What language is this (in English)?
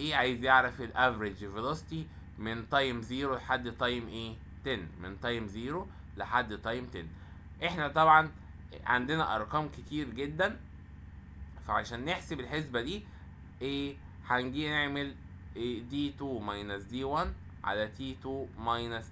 Egyptian Arabic